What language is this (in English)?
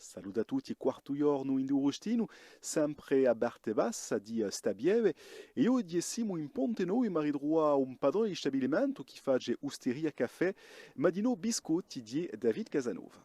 Corsican